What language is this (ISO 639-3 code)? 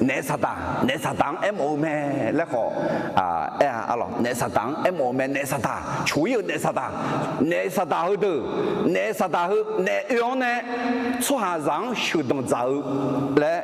ahk